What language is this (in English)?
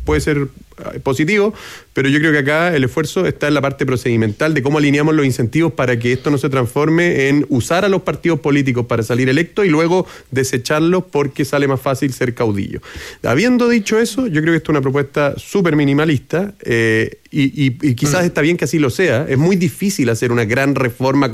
Spanish